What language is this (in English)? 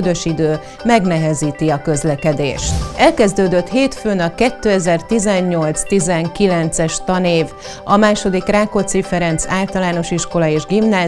Hungarian